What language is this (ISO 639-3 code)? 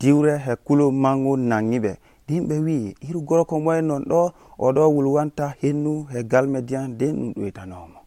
fuv